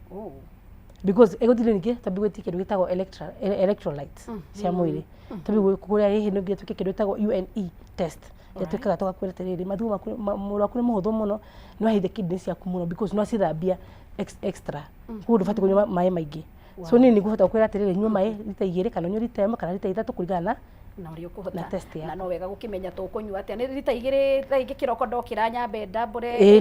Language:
Kikuyu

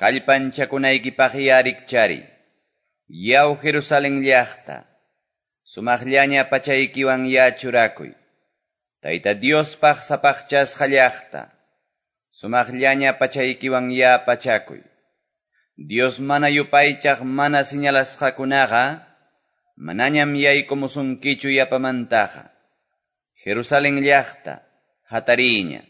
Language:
Quechua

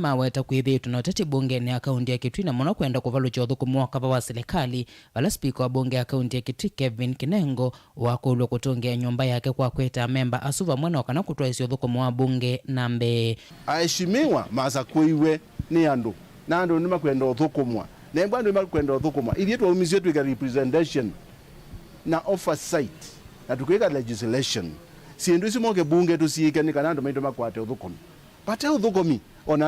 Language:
Kamba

